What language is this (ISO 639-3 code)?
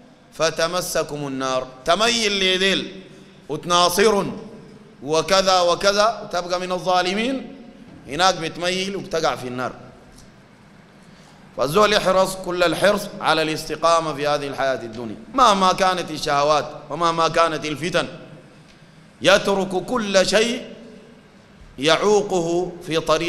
apd